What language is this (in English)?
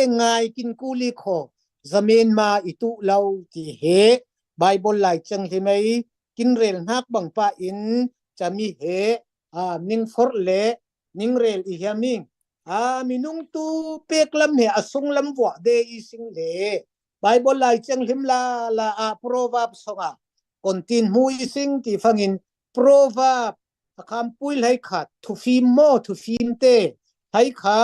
Falam Chin